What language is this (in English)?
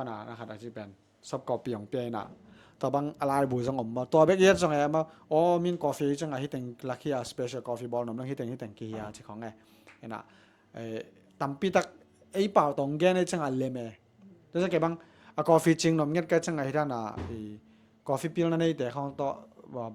Tedim Chin